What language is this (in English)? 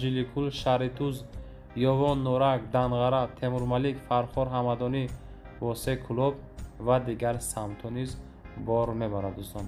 Tajik